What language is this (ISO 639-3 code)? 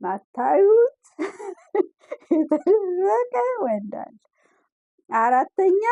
amh